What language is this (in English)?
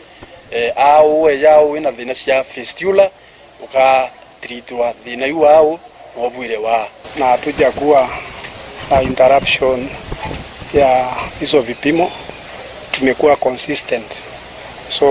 Meru